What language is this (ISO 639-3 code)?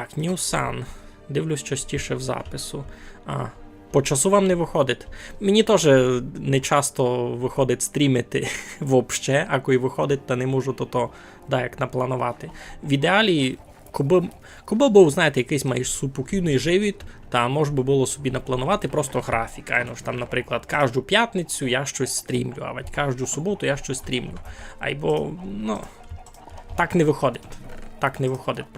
rue